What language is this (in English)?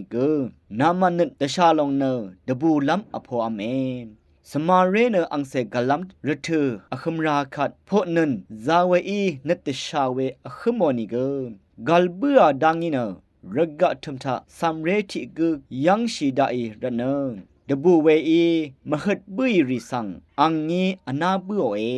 Rawang